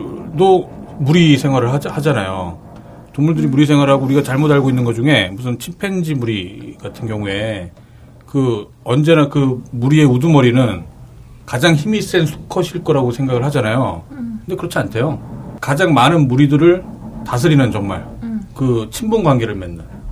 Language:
Korean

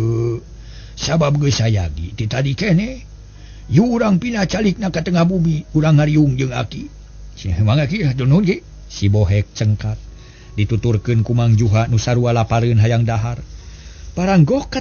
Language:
Sundanese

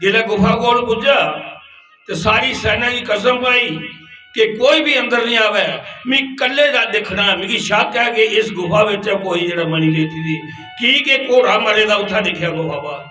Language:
Dogri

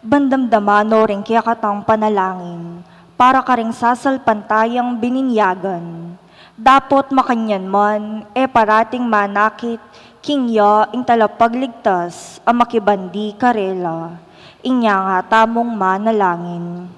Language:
Pampanga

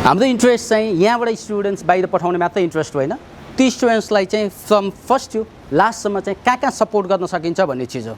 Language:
Nepali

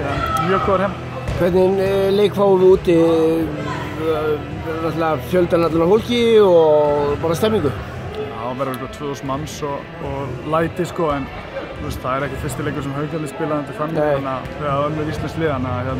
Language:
Icelandic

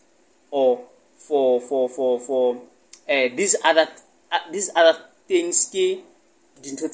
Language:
Southern Sotho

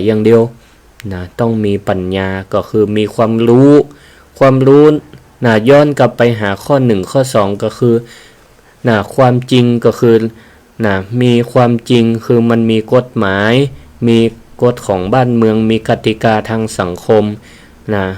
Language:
Northern Thai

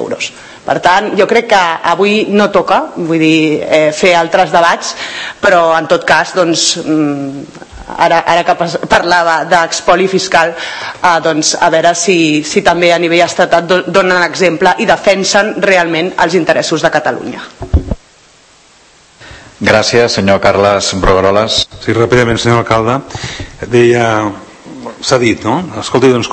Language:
Catalan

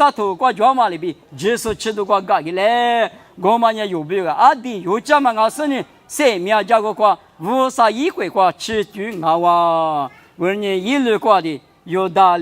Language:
Lisu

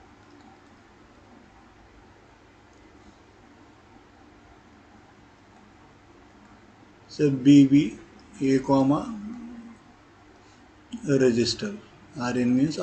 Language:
Marathi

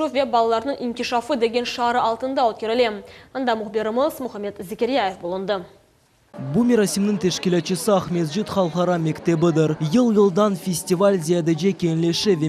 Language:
Crimean Tatar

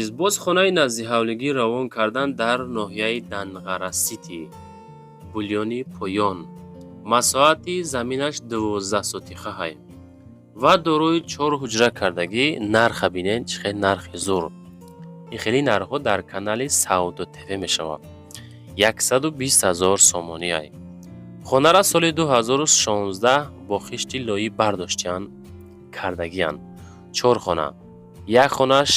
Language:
Tajik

